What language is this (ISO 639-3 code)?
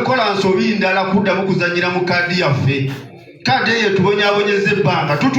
lug